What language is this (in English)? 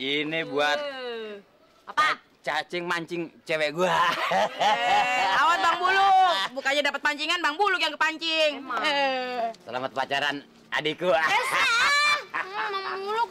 Betawi